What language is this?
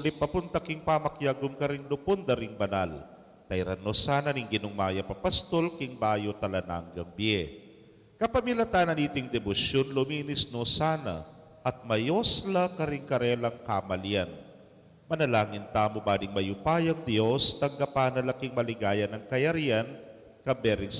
Pampanga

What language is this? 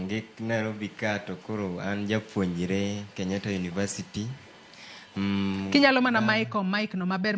Luo (Kenya and Tanzania)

